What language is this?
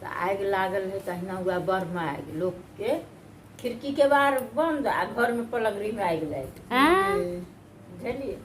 Maithili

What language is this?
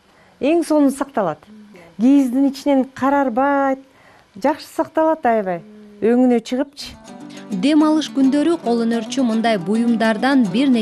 Kyrgyz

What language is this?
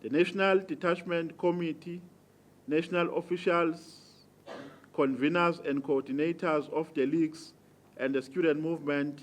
Zulu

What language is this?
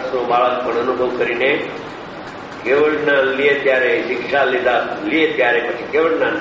Gujarati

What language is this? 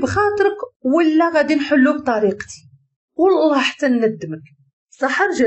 Moroccan Arabic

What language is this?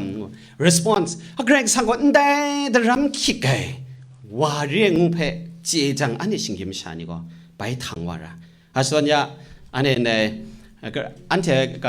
Kachin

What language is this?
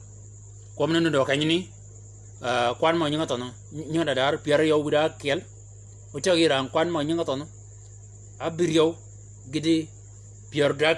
Shilluk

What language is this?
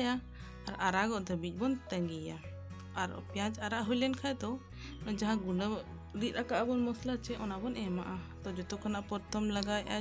Santali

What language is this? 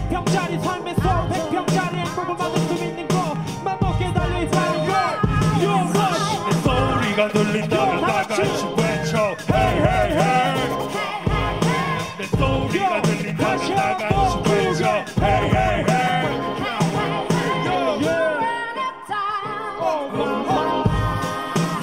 Korean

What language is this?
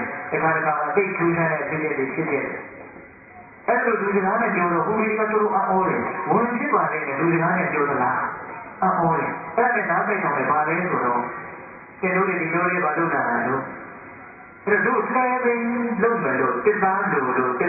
Burmese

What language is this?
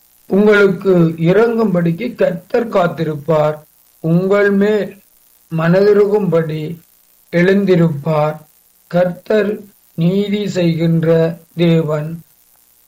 Tamil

